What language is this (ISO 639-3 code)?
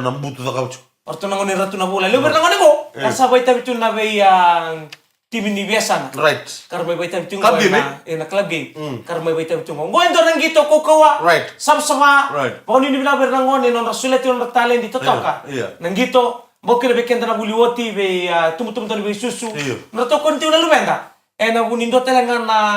fij